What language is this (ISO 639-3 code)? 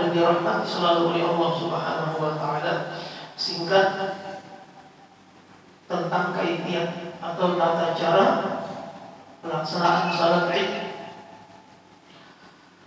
ind